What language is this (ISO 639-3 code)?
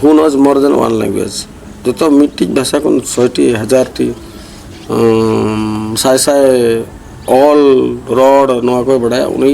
sat